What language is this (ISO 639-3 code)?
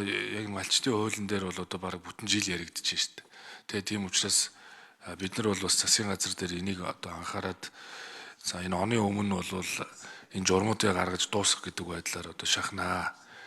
mon